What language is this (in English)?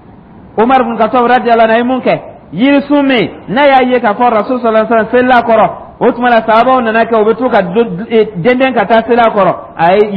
Dyula